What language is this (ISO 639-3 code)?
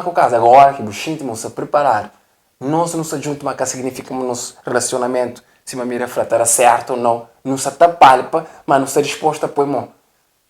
kea